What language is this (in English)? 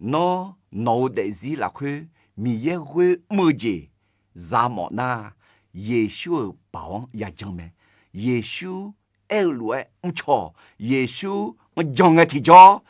Akha